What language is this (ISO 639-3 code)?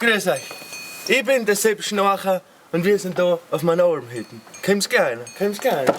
bar